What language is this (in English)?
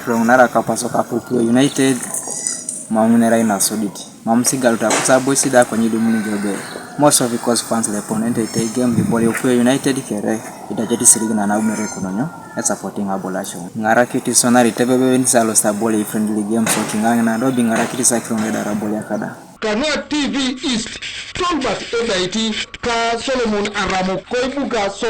Teso